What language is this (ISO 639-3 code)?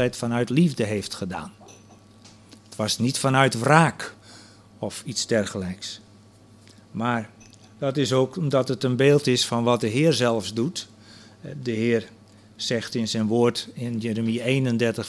nld